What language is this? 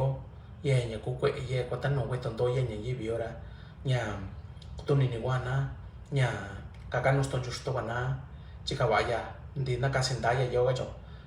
Mixtepec Mixtec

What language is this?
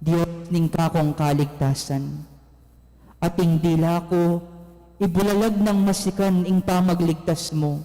Pampanga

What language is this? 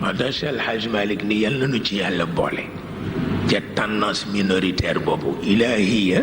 Wolof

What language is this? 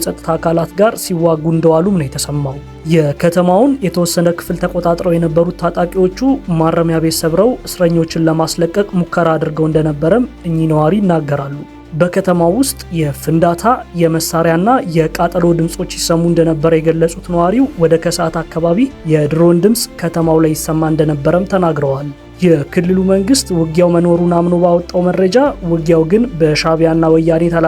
Amharic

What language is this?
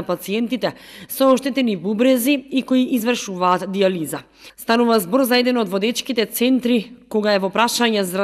Macedonian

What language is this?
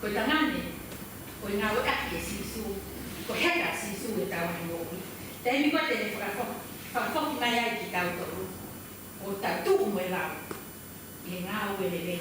Tongan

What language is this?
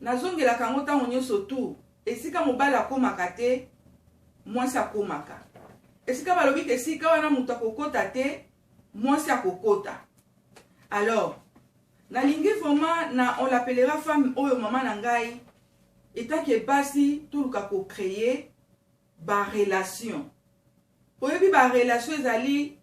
Lingala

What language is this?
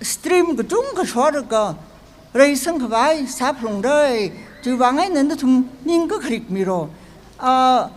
Tangkhul Naga (India)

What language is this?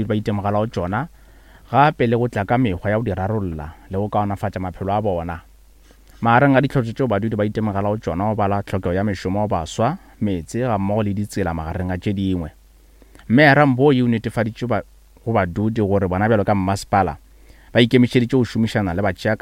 Northern Sotho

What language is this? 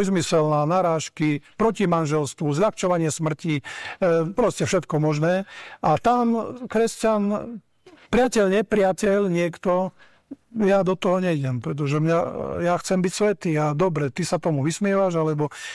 Slovak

